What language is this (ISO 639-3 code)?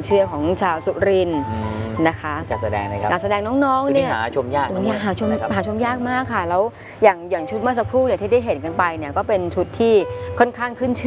tha